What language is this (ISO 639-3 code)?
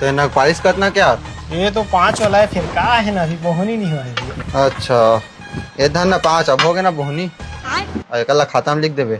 hne